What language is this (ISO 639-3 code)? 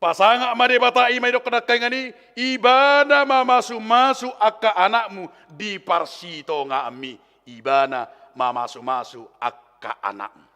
bbc